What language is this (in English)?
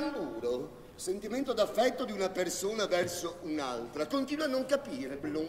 Italian